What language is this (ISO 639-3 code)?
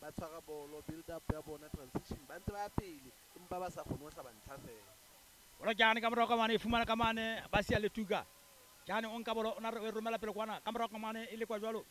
sot